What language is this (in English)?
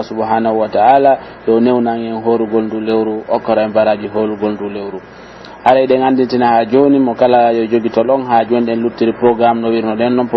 Pular